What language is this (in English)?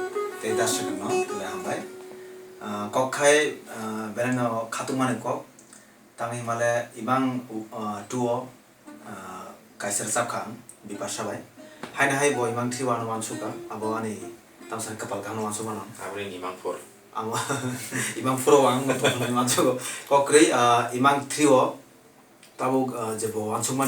Kok Borok